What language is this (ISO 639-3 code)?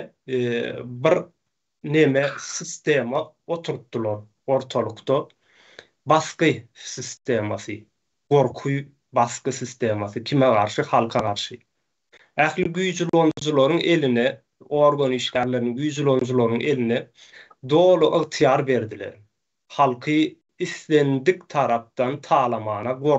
tuk